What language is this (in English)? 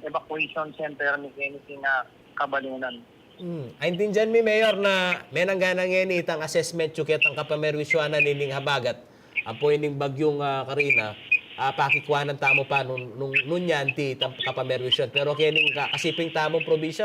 Pampanga